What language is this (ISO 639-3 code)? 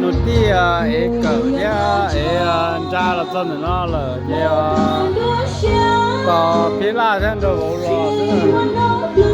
hmn